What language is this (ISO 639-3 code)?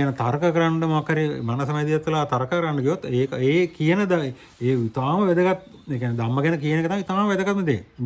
sin